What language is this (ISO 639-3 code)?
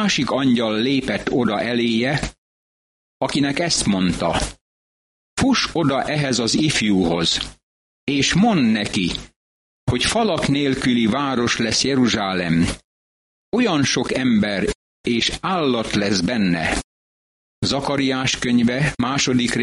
hun